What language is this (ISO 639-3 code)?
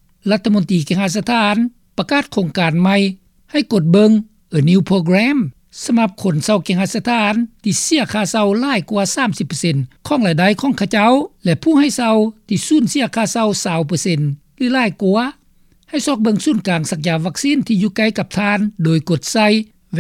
lao